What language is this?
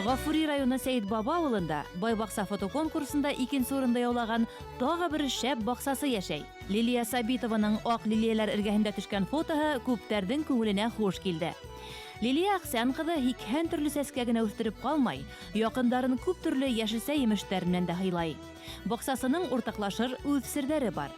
Bashkir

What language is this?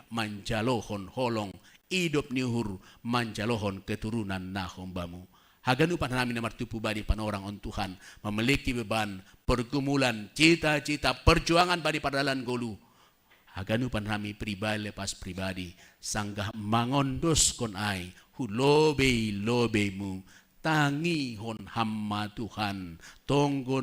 Batak Simalungun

